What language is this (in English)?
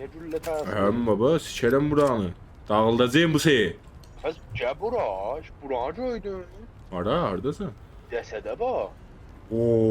South Azerbaijani